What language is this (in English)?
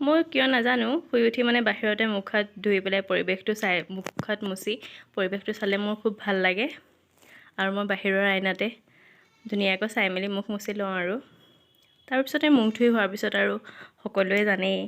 Assamese